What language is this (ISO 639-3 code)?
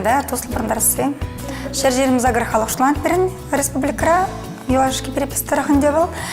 chv